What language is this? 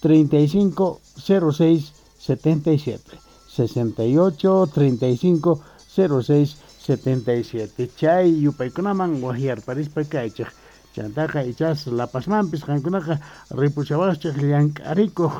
Quechua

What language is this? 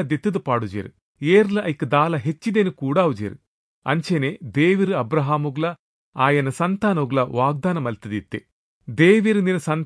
Tulu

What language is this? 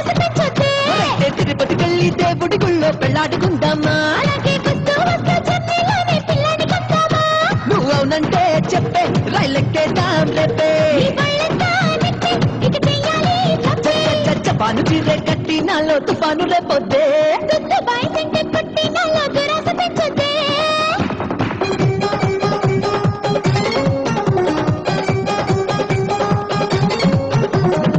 Telugu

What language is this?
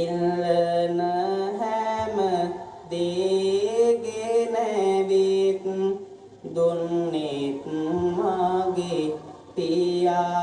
Sinhala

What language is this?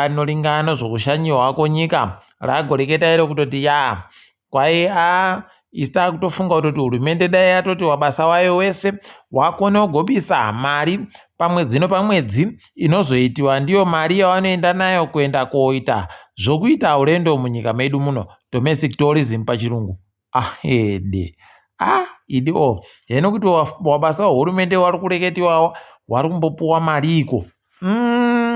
Ndau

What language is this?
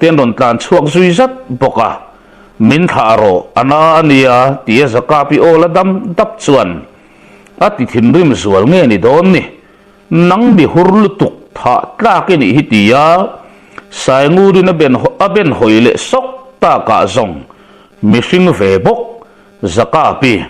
Mizo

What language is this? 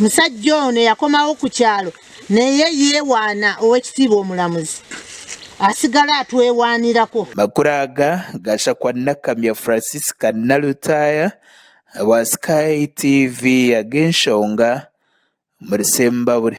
Nyankole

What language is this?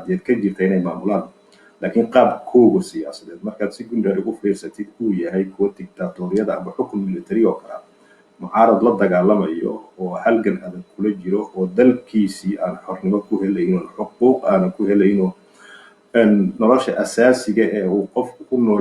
Somali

